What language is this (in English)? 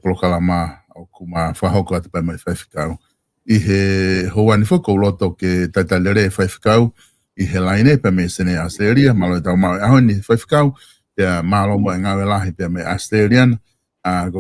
Tongan